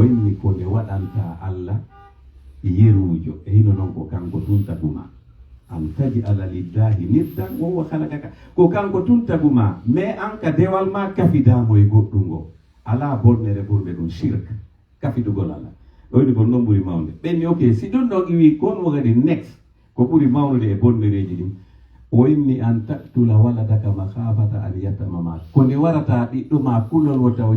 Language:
Pular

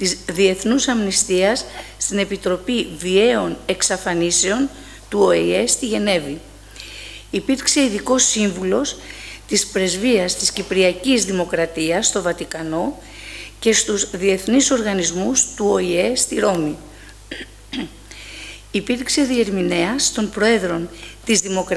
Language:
Greek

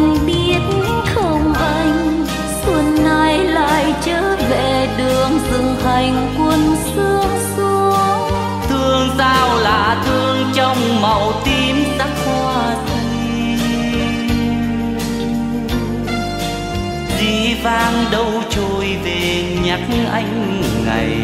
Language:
Vietnamese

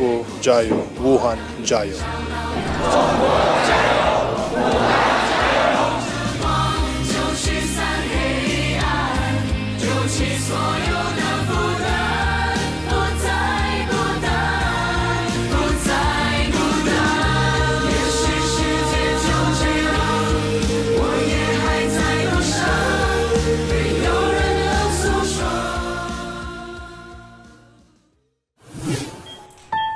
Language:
Chinese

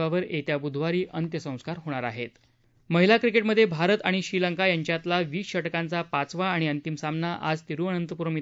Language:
Marathi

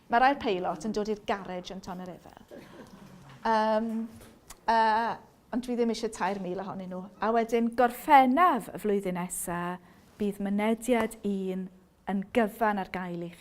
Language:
Welsh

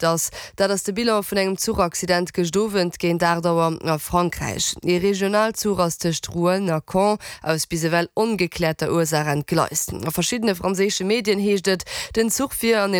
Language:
Luxembourgish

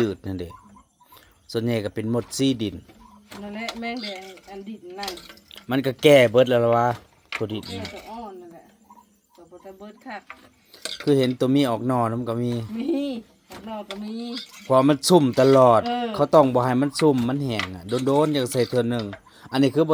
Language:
Northeastern Thai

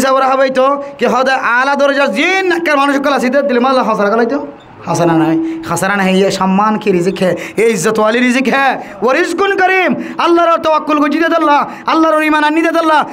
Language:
Rohingya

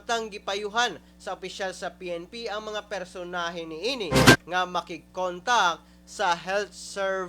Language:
Cebuano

